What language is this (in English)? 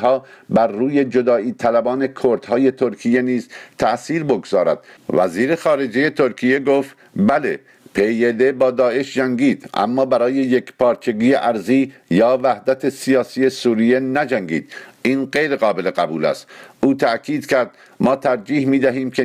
Persian